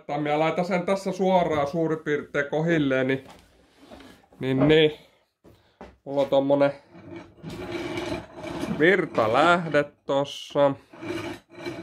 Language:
Finnish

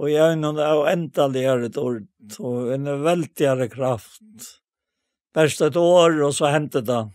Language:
Faroese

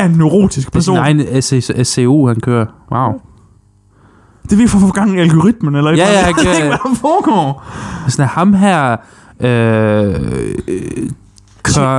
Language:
Danish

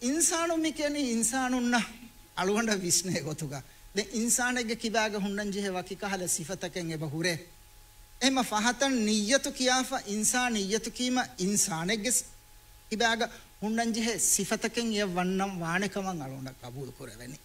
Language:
Divehi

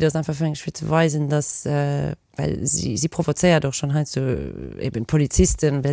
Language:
Luxembourgish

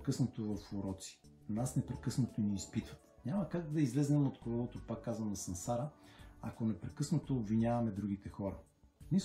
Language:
Bulgarian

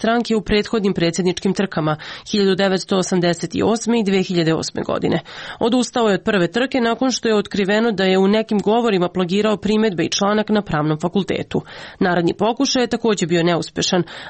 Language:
Serbian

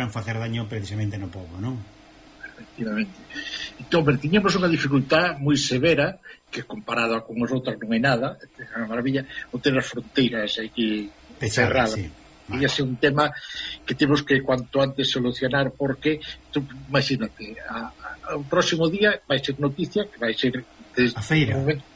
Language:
Galician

